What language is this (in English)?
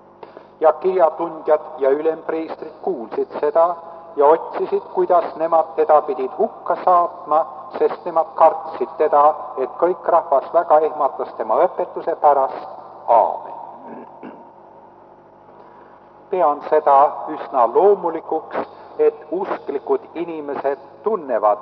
Estonian